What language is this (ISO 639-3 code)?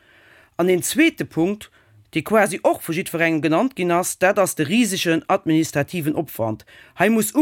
ltz